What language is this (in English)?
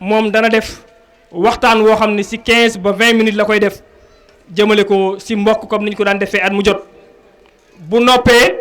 Wolof